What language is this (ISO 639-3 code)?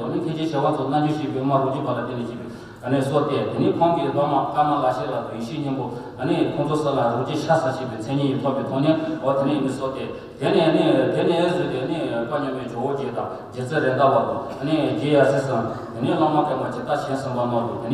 bod